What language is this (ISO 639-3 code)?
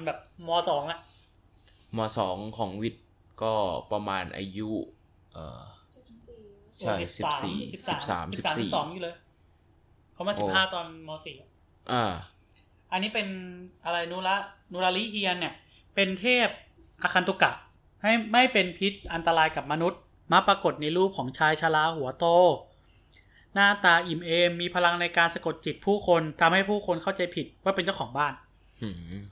tha